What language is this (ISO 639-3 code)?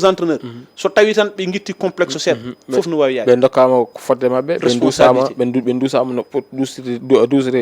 ful